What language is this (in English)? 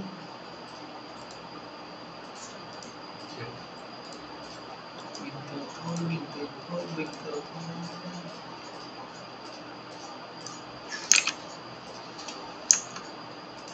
Vietnamese